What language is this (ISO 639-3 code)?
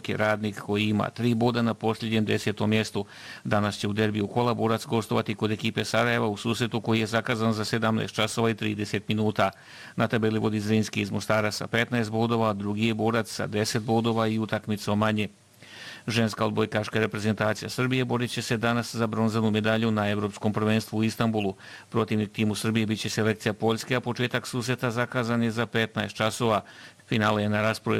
bos